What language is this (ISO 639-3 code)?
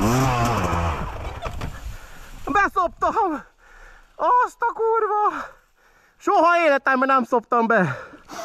hun